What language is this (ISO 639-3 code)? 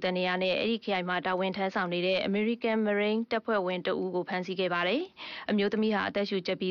mya